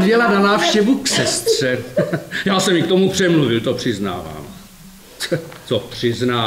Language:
Czech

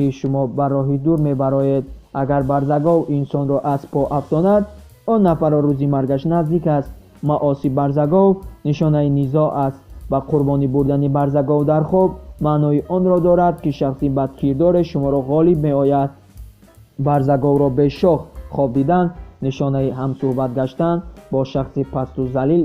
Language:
Tajik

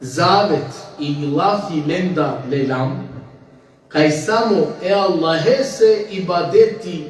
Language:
Balkan Romani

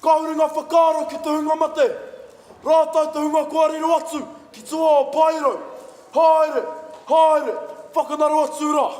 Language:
Māori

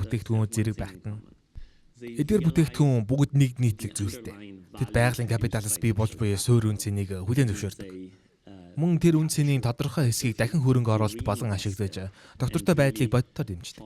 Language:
Mongolian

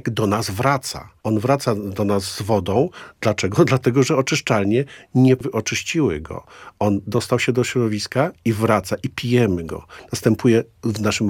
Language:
Polish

